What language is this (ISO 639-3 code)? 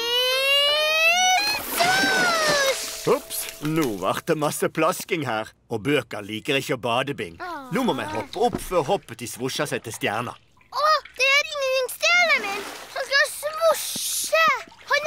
nor